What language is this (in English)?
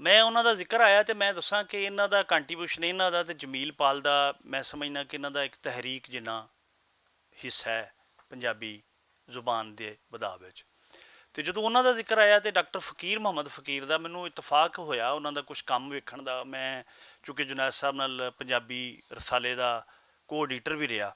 Western Panjabi